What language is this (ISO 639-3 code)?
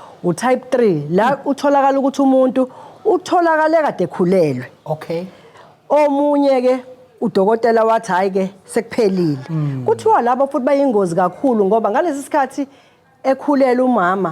zul